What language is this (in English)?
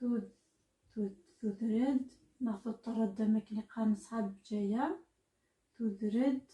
Kabyle